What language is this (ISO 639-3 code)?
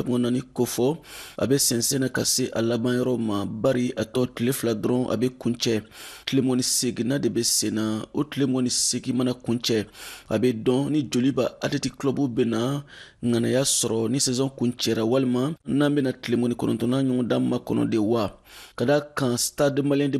bam